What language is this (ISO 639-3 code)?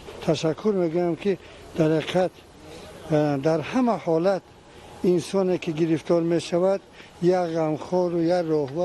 tgk